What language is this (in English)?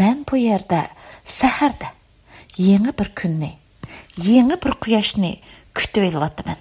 Uyghur